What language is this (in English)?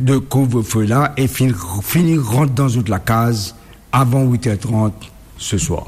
Morisyen